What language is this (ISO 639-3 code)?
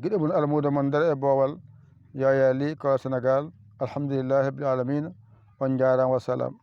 ful